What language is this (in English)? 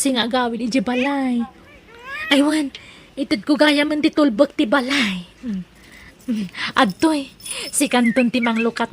Iloko